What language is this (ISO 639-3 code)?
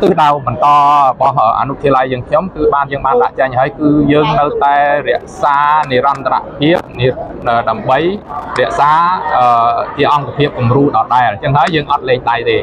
khm